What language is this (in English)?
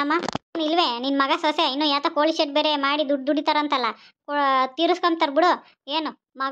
Kannada